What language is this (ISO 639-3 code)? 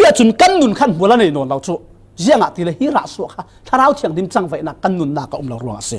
cfm